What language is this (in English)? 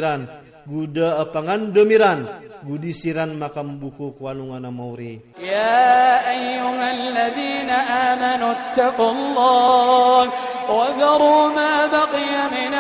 Iranun (Philippines)